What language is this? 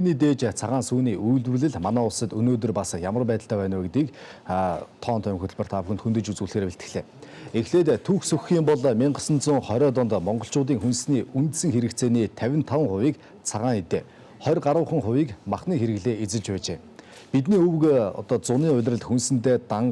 Mongolian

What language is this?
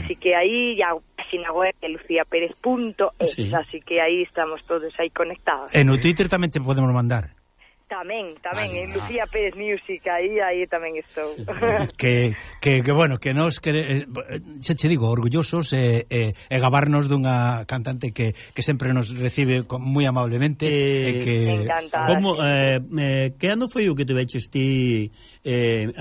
Galician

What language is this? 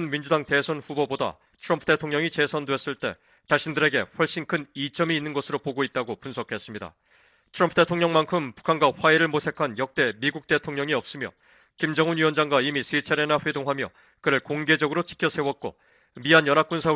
Korean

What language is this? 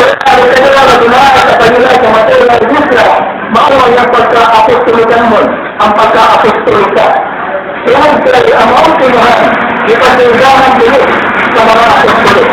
Cebuano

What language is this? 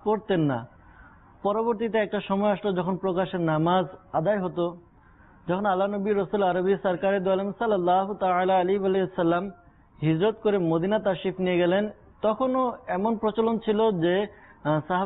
Bangla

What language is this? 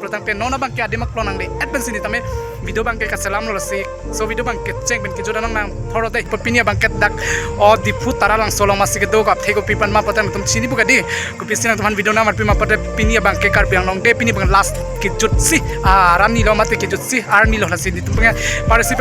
Karbi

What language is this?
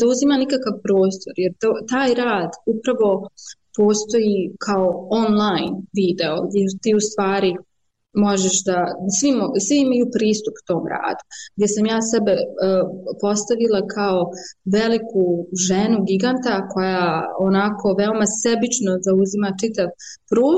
Serbian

